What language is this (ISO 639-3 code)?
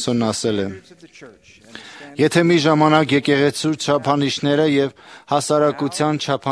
hye